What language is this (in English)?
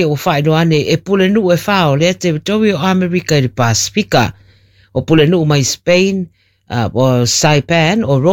Samoan